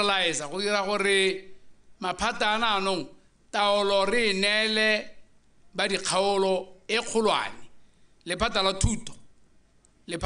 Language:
Tswana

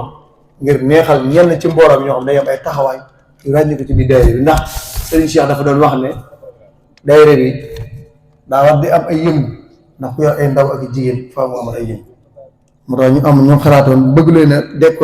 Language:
Wolof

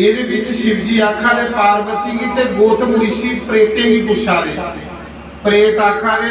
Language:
Dogri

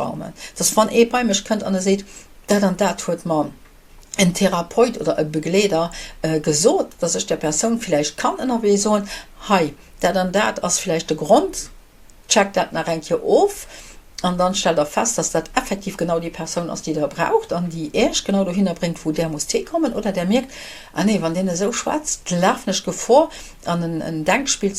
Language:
Luxembourgish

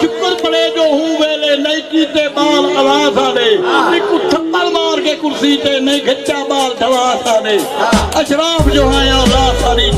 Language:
Saraiki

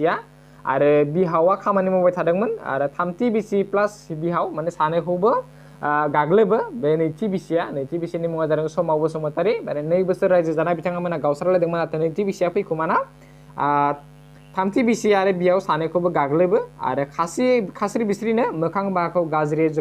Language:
Bodo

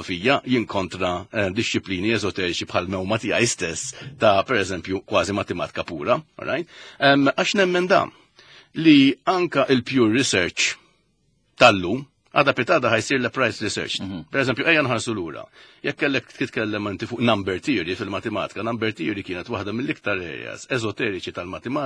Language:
Maltese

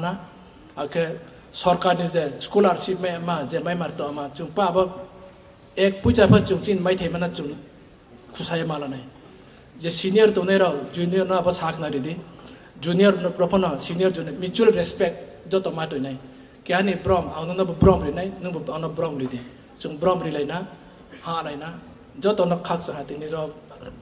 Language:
Riang (India)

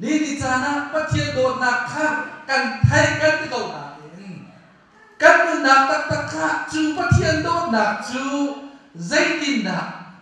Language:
Hakha Chin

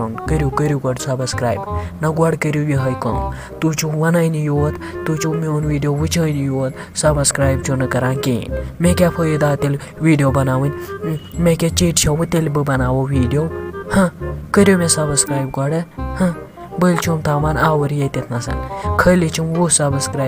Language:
Kashmiri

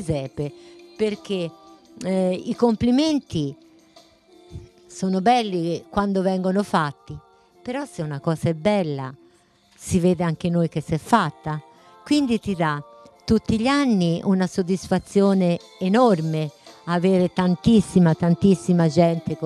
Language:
Italian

